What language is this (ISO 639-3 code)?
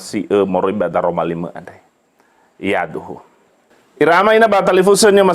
nia